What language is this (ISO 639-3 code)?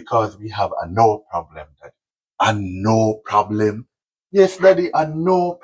jam